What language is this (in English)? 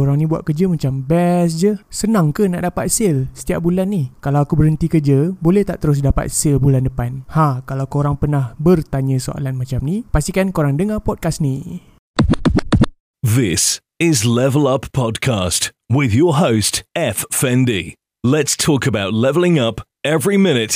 Malay